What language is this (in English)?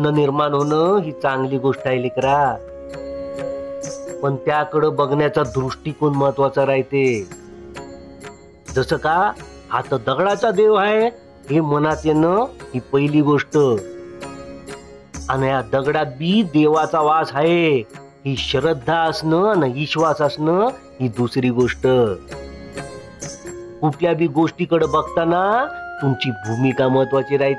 Marathi